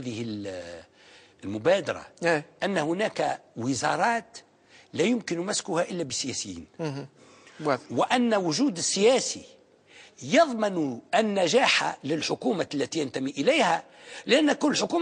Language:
Tunisian Arabic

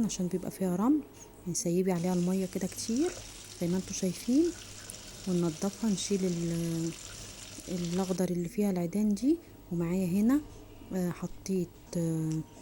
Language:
Egyptian Arabic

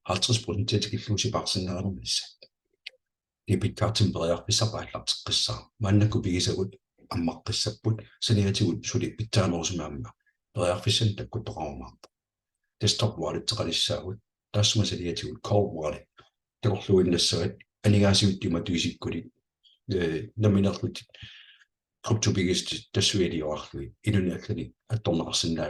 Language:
Kalaallisut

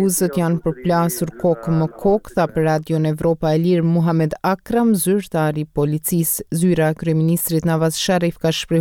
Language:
Albanian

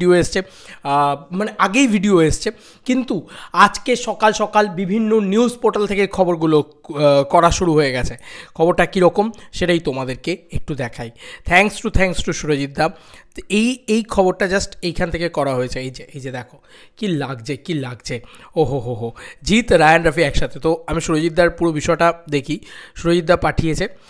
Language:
Bangla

